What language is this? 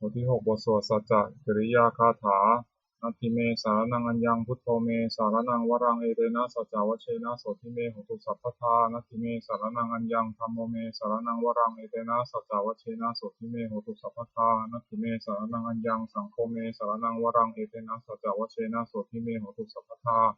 Pali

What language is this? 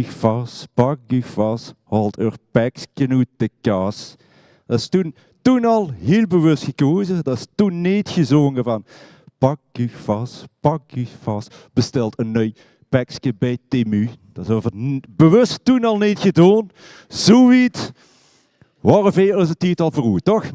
Limburgish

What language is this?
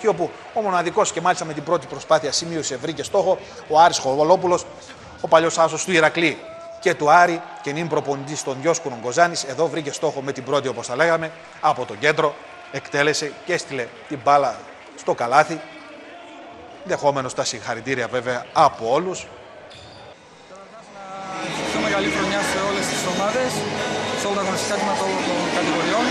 Greek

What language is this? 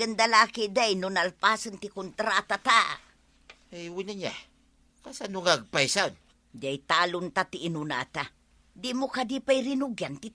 Iloko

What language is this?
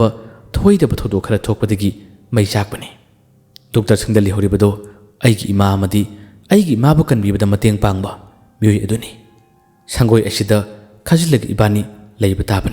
Manipuri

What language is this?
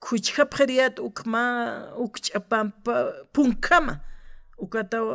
Aymara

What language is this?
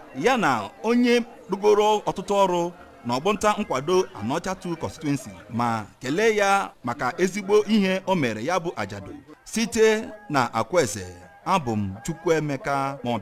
Igbo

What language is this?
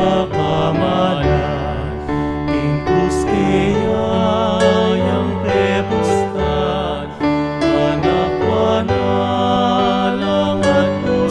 Pampanga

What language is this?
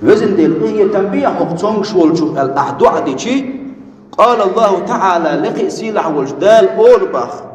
Chechen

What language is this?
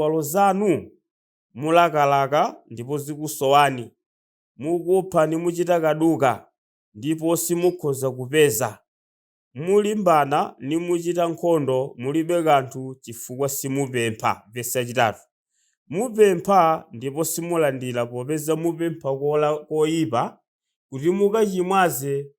Nyanja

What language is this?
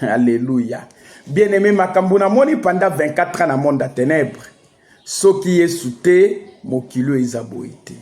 Lingala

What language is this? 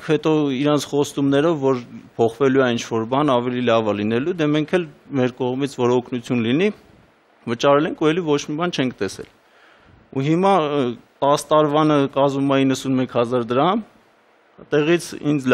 Armenian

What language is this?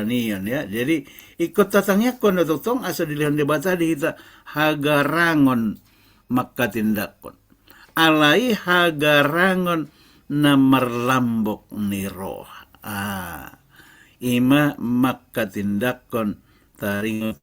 Batak Toba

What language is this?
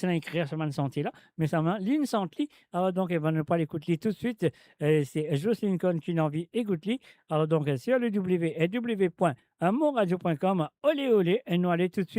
Morisyen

